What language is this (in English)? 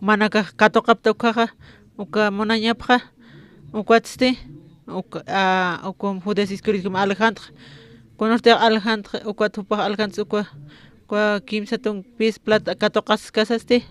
Aymara